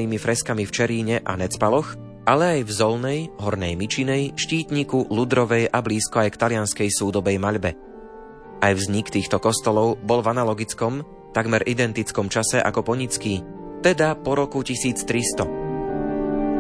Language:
Slovak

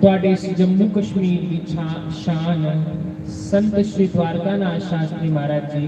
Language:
Dogri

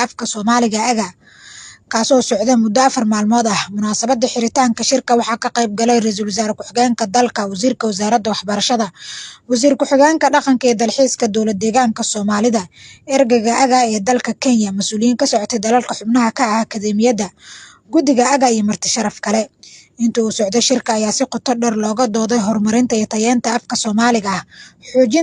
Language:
Somali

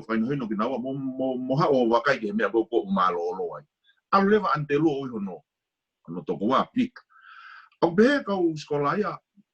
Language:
Tongan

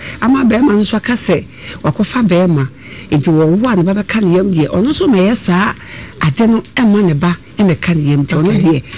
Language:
Akan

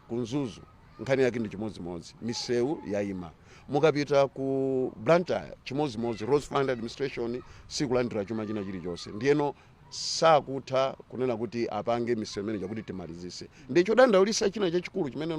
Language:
Nyanja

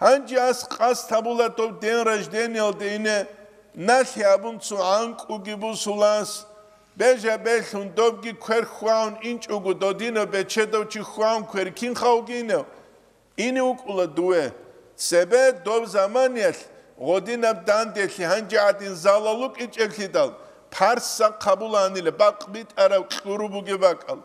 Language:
Avaric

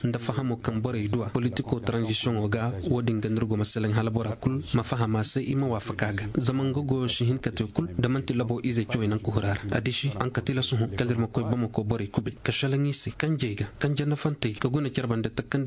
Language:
Koyraboro Senni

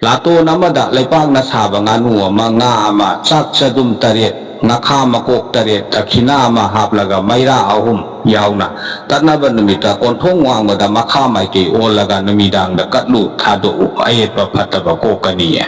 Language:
Manipuri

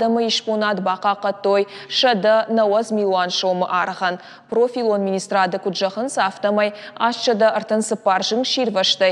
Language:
Ossetic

